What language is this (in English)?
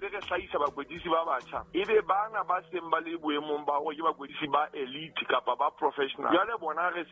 Southern Sotho